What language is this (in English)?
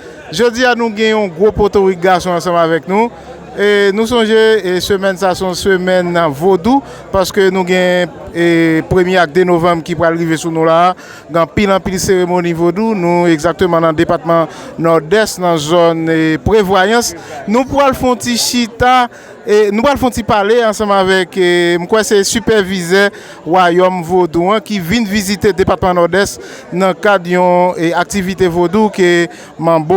Haitian Creole